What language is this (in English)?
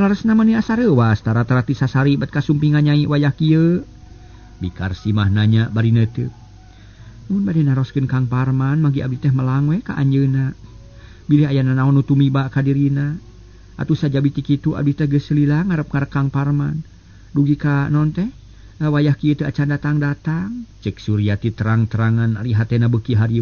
Sundanese